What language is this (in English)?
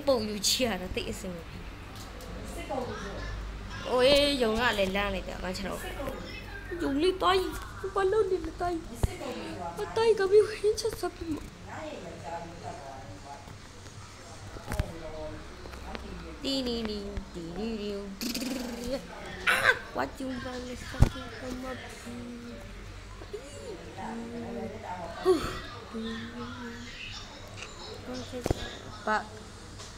Burmese